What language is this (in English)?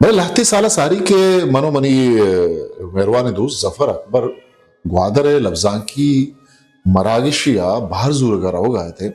Eastern Balochi